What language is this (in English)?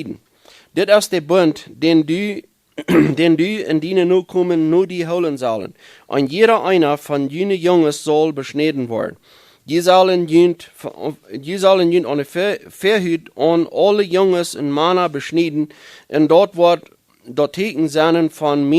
Plautdietsch